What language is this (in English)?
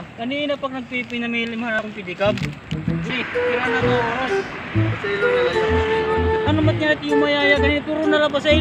Waray